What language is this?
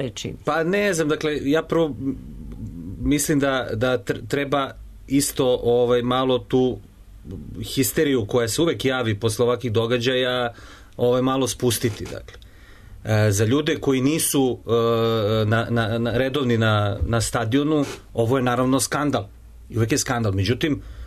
Serbian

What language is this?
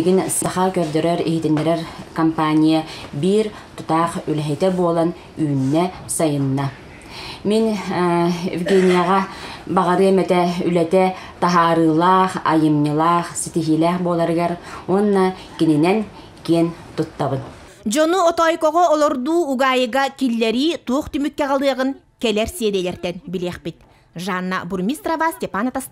Yakut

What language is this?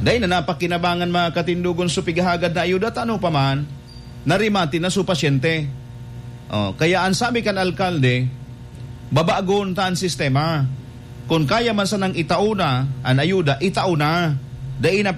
Bikol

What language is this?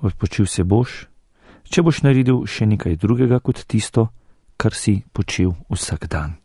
Slovenian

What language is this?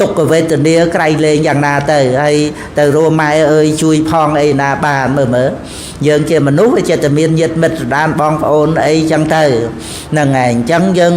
Khmer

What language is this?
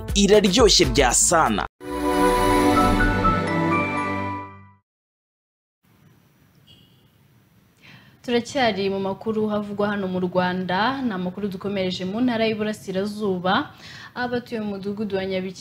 Kinyarwanda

